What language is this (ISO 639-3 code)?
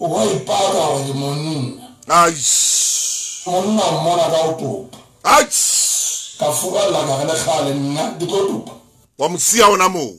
sot